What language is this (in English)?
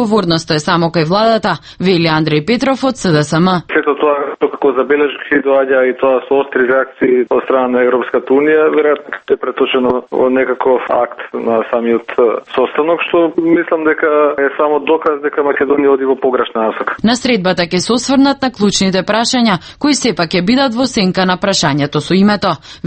Macedonian